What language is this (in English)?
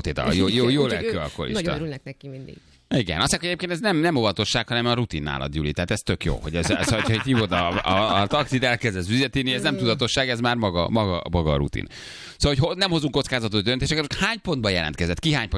Hungarian